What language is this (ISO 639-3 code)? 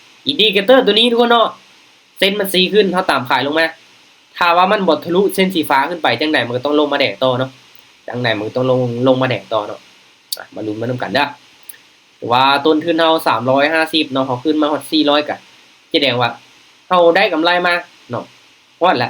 lao